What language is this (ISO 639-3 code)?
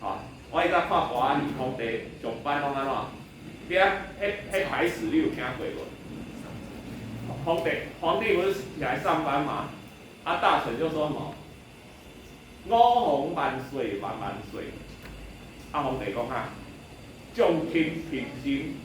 nan